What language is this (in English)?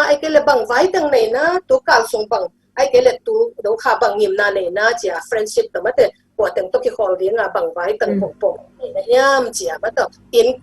Tedim Chin